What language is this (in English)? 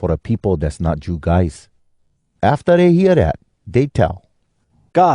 Hawai'i Creole English